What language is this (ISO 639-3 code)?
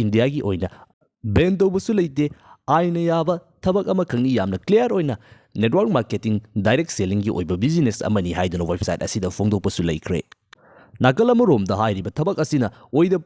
mni